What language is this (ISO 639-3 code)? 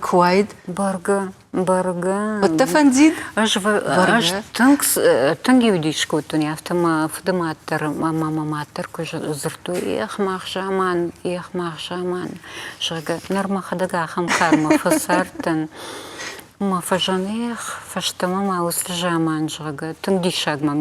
oss